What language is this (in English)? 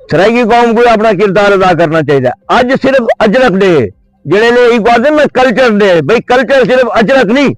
Saraiki